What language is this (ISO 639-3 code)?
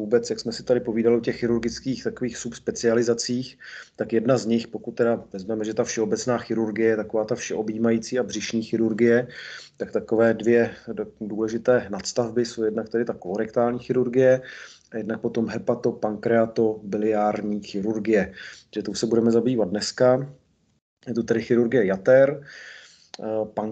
ces